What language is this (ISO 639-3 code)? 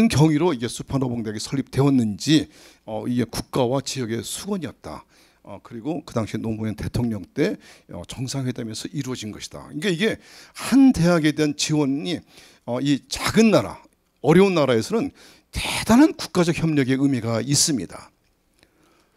kor